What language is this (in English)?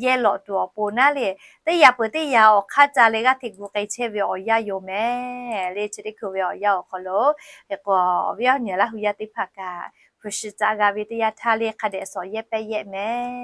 Lahu